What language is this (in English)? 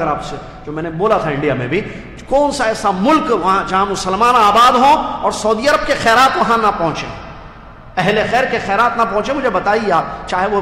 Urdu